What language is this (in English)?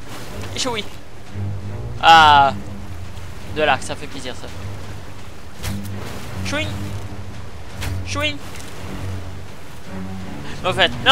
French